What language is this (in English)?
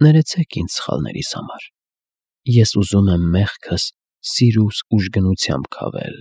Armenian